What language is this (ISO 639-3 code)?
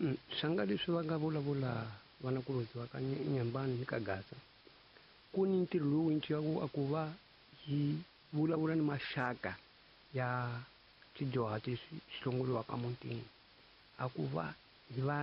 tso